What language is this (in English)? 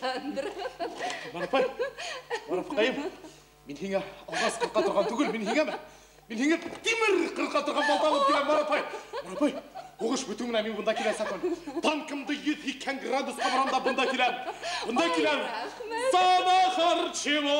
Bashkir